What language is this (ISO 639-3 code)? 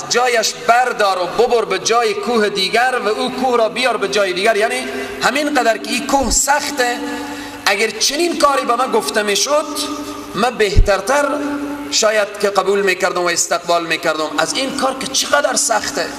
fas